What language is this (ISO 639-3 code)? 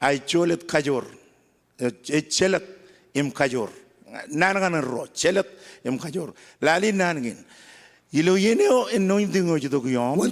mah